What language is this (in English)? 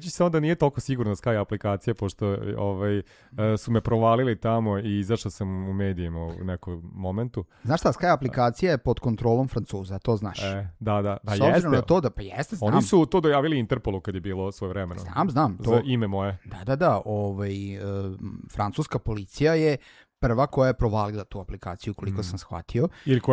Serbian